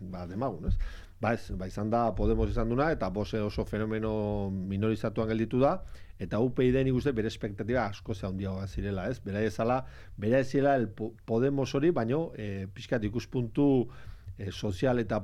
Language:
Basque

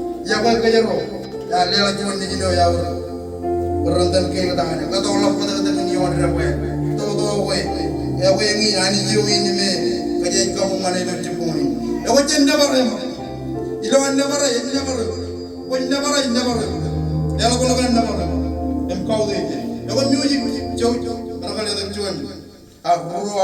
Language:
Marshallese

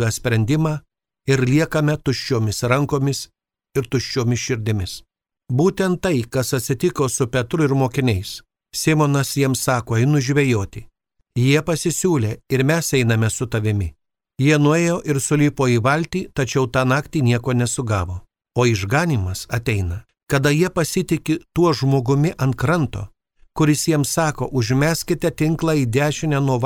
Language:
Lithuanian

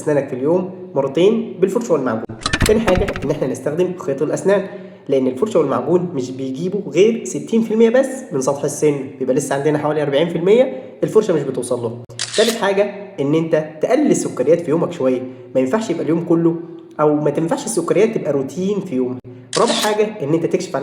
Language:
Egyptian Arabic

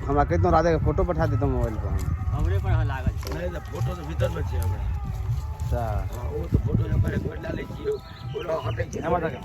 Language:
Maithili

